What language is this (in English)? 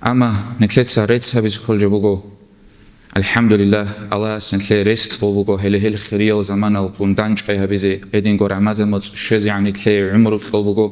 Avaric